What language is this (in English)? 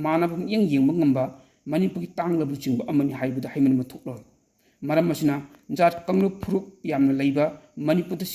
Manipuri